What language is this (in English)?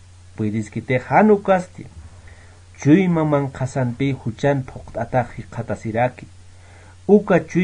Aymara